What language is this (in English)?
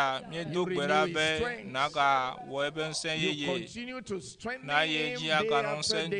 Ewe